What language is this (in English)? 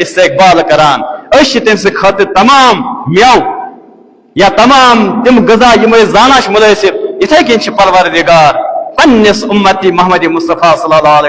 Kashmiri